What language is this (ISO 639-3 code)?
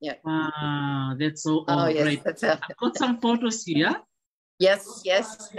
fij